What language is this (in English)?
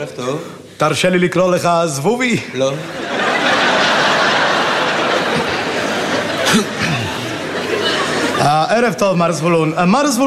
Hebrew